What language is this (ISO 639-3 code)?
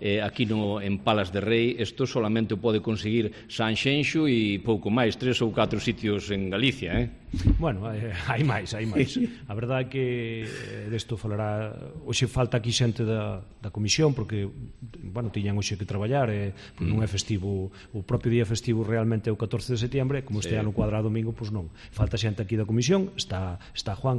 glg